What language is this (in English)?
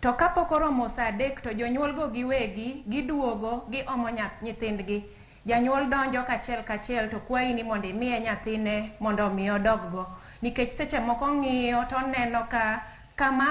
Luo (Kenya and Tanzania)